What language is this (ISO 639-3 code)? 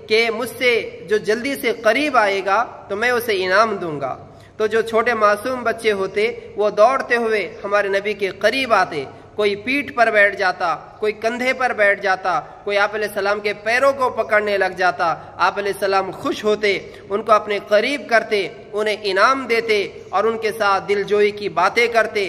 urd